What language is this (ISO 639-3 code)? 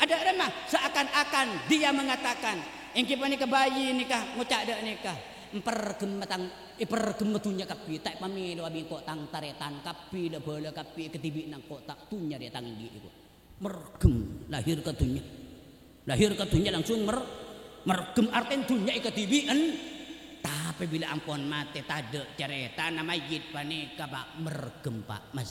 mad